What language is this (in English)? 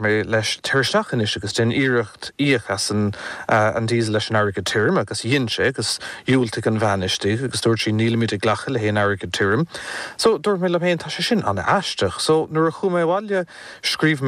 Irish